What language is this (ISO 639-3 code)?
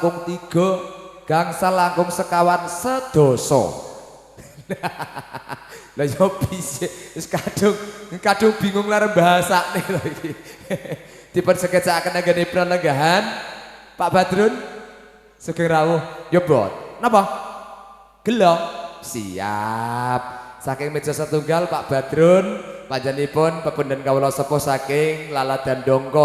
jav